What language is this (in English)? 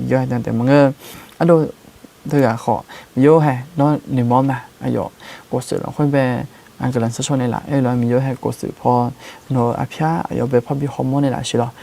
Akha